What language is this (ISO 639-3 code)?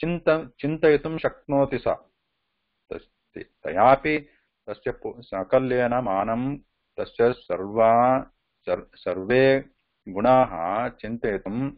san